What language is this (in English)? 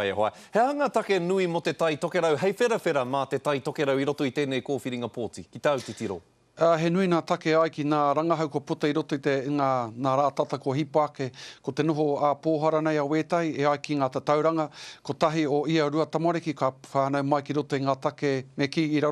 Māori